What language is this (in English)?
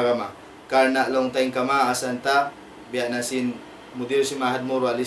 Tausug